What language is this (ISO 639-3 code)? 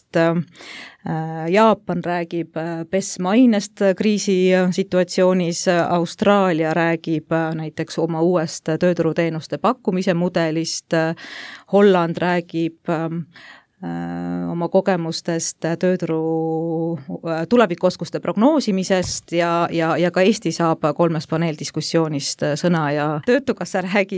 est